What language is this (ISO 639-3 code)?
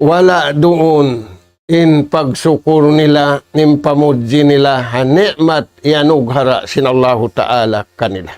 tsg